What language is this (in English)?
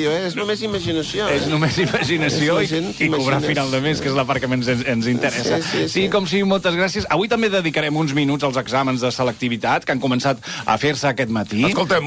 Catalan